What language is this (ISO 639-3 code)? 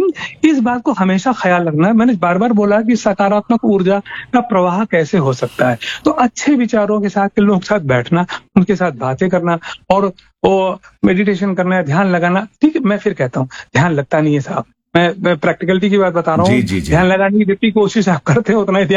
hin